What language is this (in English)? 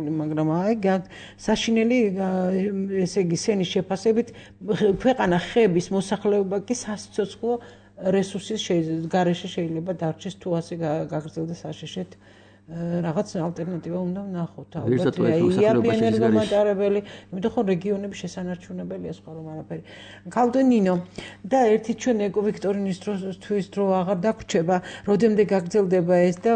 Georgian